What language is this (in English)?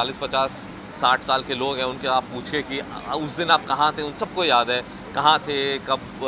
Hindi